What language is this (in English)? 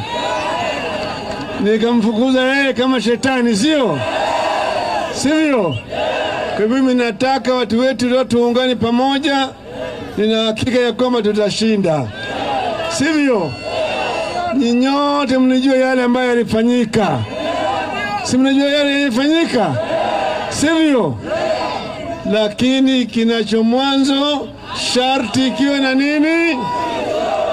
Swahili